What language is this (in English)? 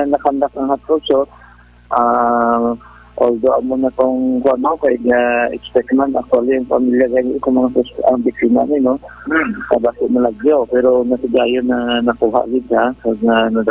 Hiligaynon